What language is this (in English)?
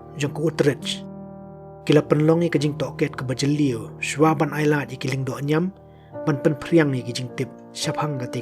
Khasi